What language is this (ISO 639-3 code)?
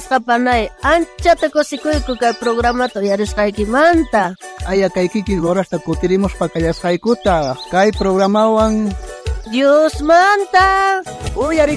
quh